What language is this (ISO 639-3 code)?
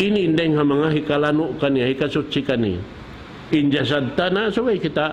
tsg